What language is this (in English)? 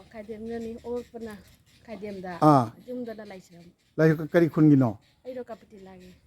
Manipuri